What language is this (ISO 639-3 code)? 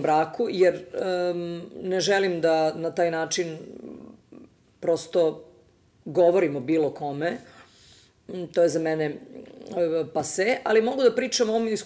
srp